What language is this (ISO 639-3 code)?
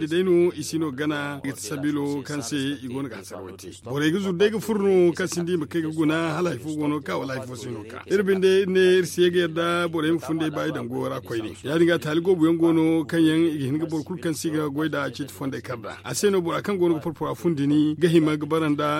dje